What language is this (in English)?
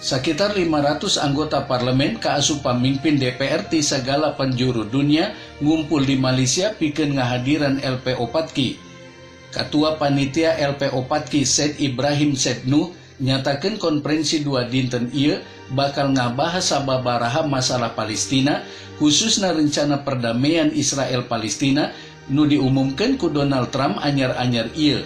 Sundanese